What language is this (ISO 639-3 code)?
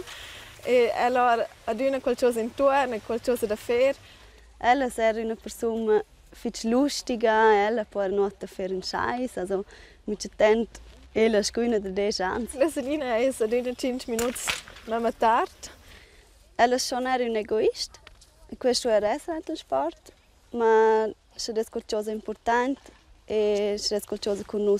roh